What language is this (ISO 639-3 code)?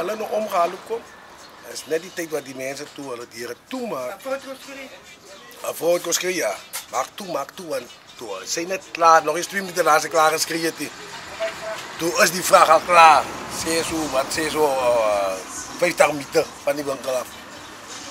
afr